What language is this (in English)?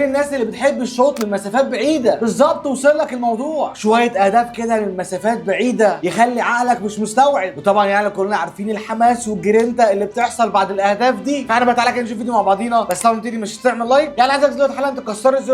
Egyptian Arabic